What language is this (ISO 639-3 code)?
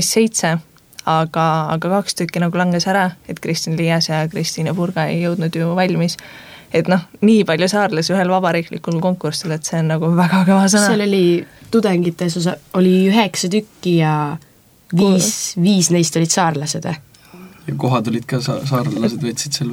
est